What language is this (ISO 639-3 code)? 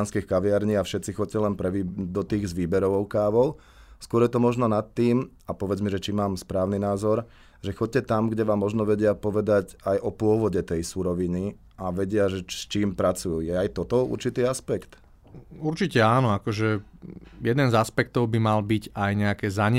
slk